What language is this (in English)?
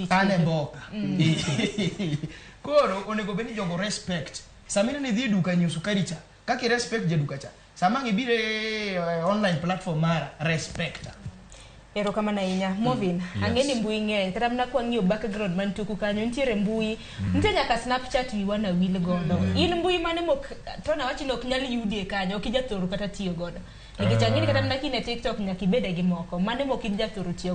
Luo (Kenya and Tanzania)